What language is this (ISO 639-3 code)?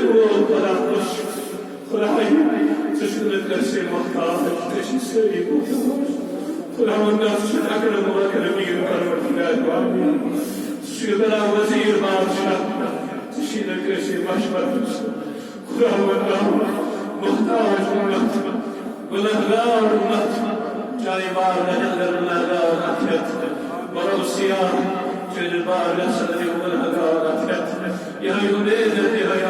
kas